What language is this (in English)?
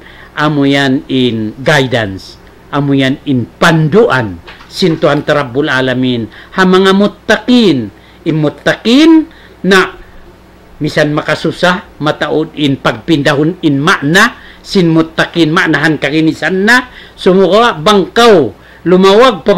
Tausug